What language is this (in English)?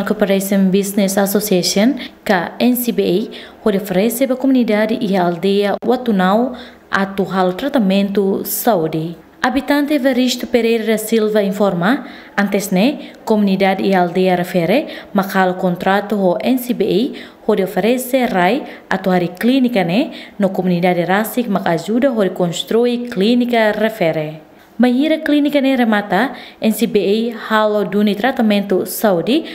Tetum